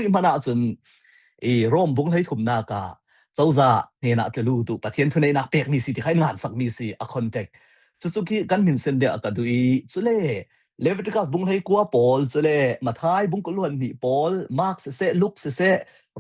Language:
Falam Chin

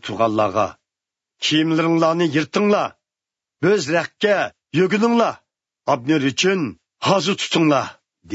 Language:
Uyghur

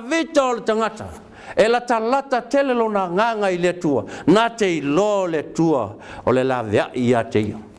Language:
Samoan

